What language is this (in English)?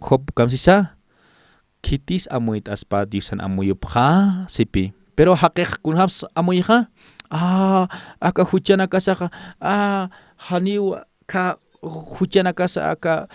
Aymara